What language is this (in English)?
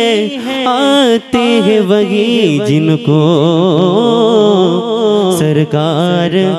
Hindi